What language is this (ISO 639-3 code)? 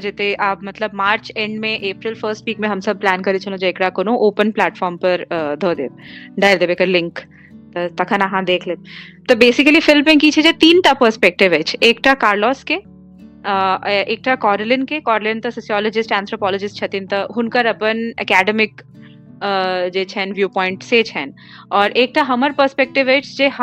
mai